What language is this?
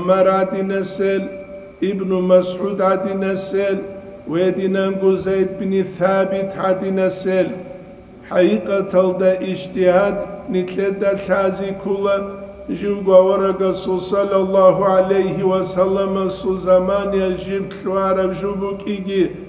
Avaric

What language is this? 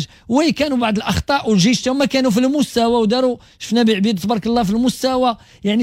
Moroccan Arabic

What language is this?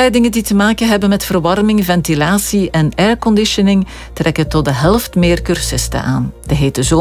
Dutch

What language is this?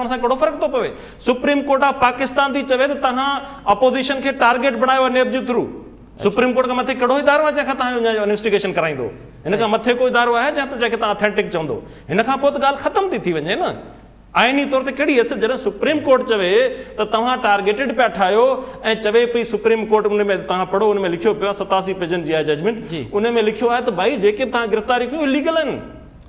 Sindhi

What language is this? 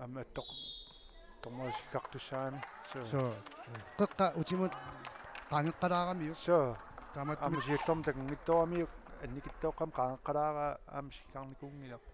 Kalaallisut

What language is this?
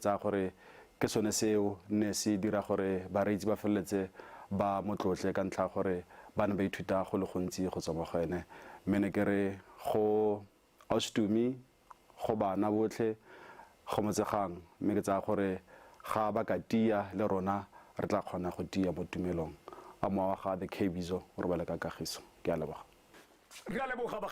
Tswana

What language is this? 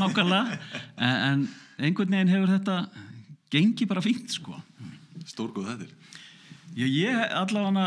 Icelandic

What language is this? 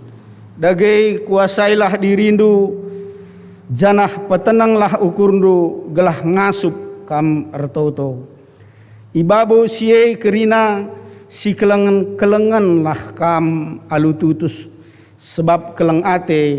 Batak Karo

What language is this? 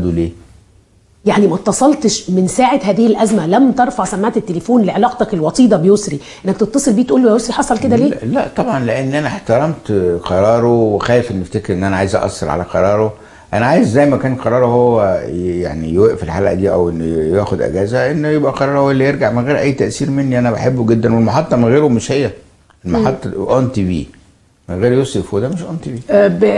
Egyptian Arabic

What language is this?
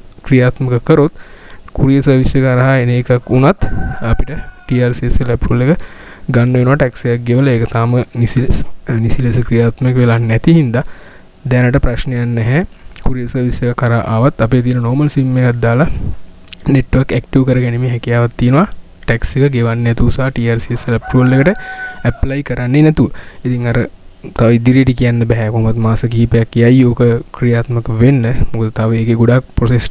Sinhala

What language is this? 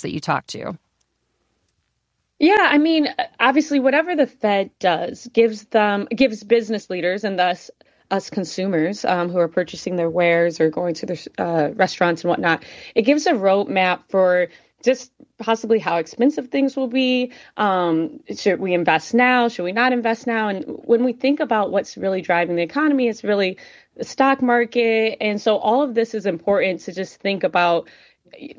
English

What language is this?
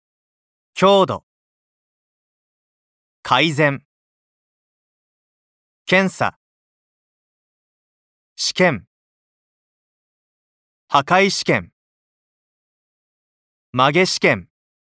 Japanese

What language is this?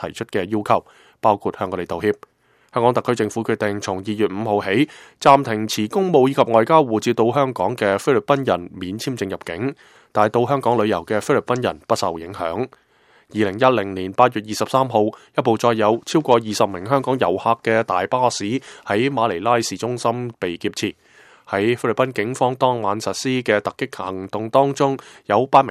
Cantonese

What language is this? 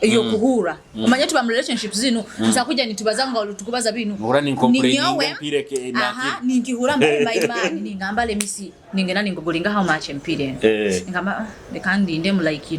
Nyoro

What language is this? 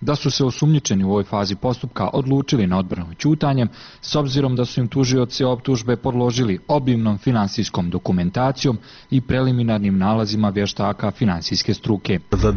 Bosnian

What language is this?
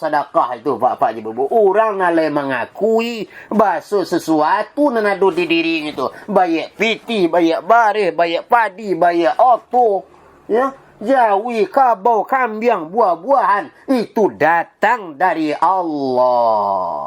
Minangkabau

